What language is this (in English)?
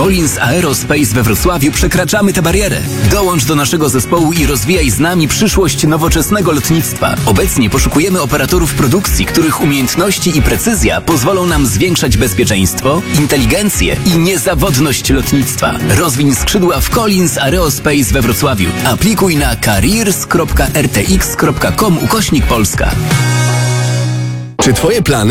Polish